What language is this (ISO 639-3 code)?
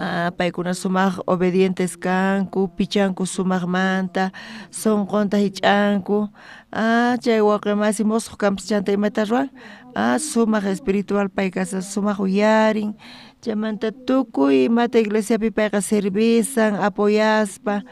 quh